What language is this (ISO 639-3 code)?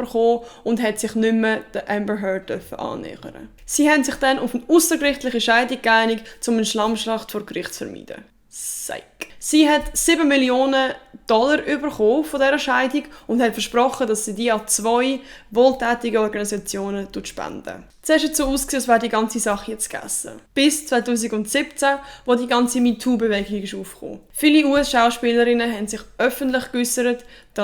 gsw